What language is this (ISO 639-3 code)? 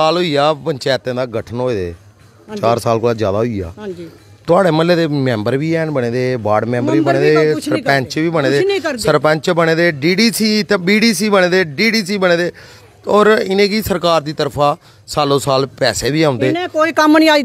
doi